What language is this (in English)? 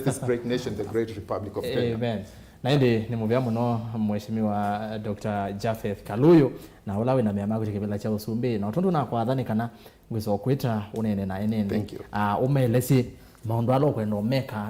Kamba